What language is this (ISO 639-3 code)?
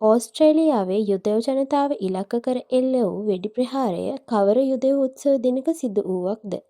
sin